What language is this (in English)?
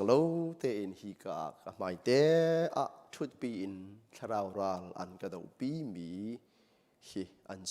Hakha Chin